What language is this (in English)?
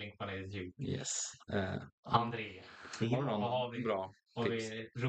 Swedish